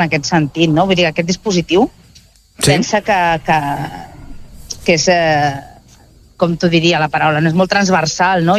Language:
Catalan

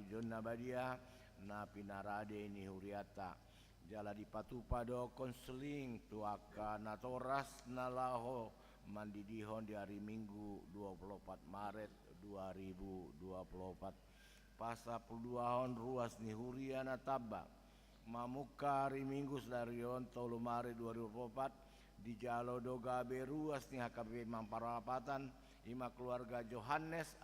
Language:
Batak Toba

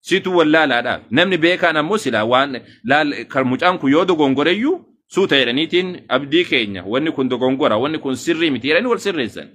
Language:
Oromo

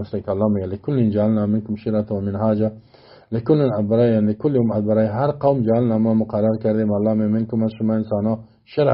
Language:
Persian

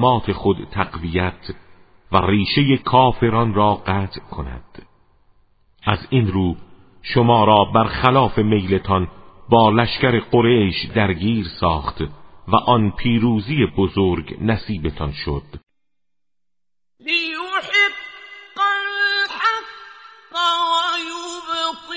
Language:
Persian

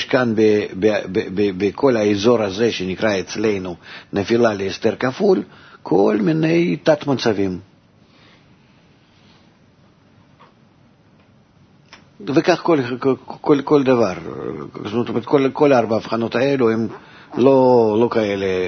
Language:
Hebrew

